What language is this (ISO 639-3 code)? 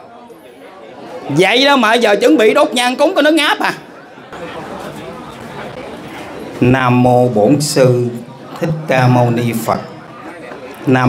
vie